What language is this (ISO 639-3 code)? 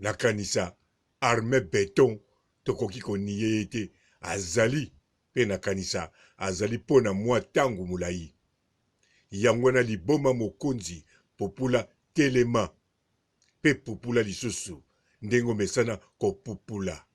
lin